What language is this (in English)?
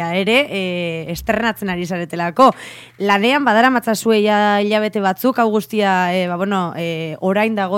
Basque